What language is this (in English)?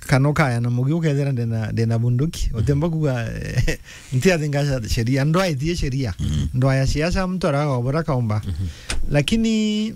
Meru